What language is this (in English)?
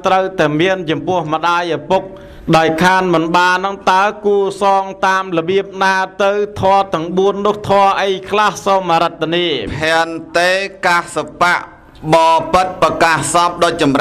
Khmer